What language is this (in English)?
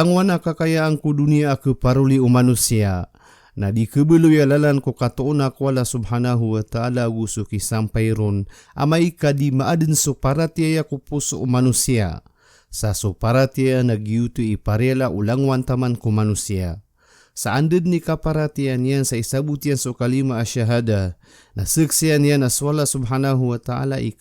Maranao